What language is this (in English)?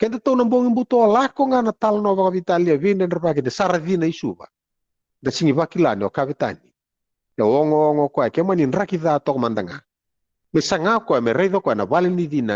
Fijian